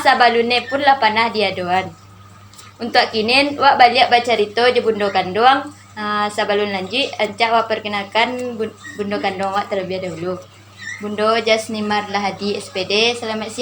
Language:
Minangkabau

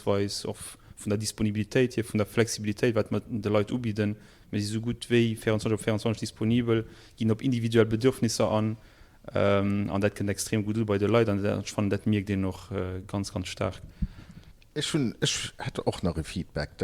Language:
Luxembourgish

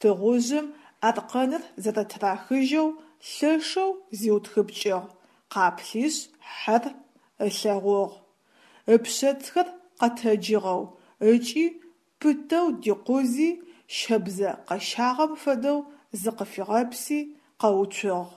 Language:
Adyghe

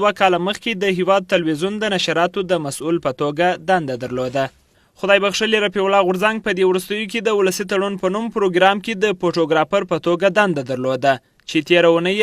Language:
Pashto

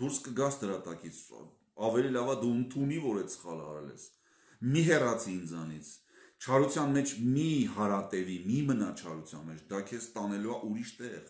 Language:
Armenian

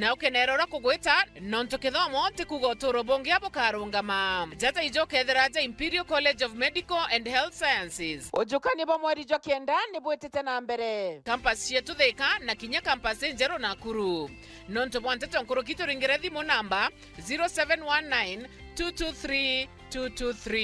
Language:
Meru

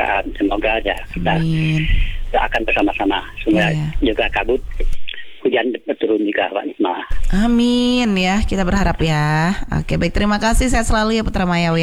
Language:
Indonesian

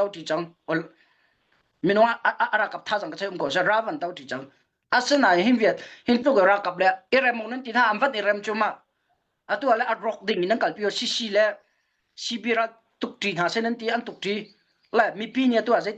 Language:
Hakha Chin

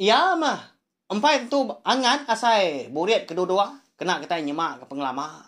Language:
Iban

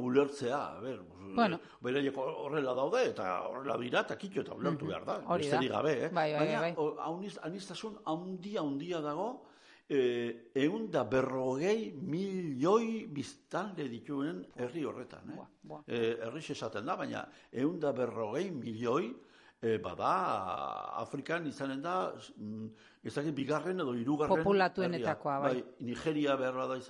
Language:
Basque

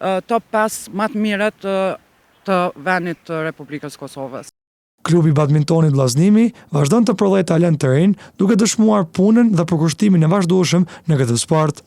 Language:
Albanian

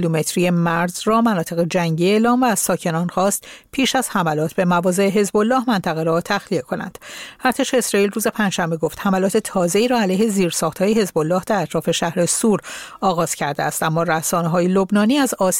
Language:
Persian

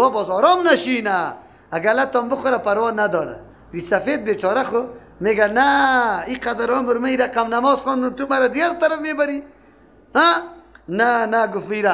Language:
Persian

